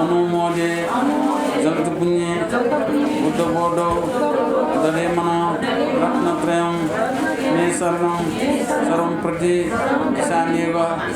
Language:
Newari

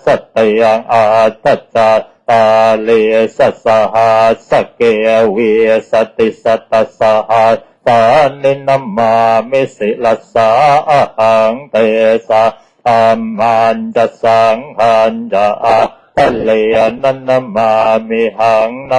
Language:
Pali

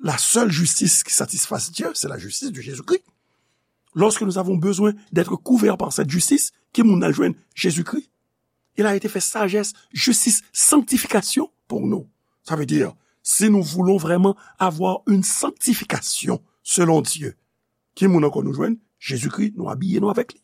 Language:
Haitian Creole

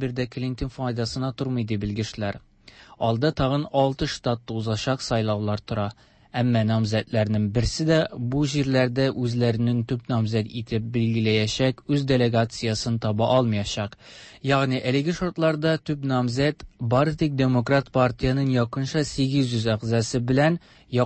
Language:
Tatar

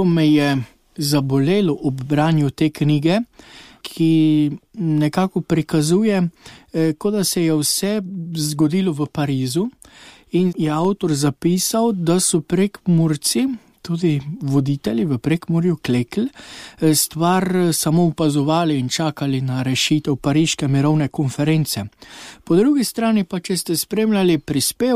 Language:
Slovenian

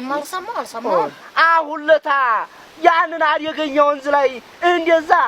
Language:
Amharic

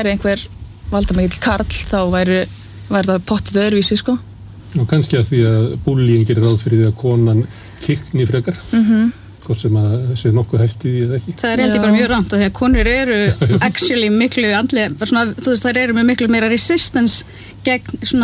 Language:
Icelandic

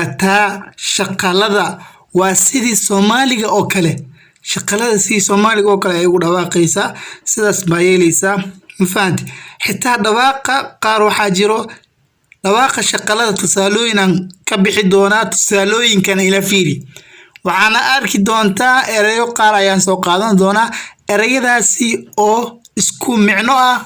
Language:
Somali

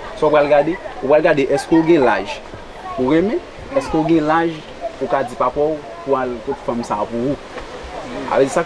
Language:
Haitian Creole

